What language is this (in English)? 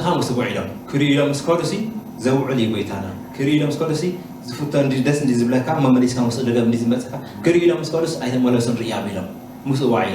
Tigrinya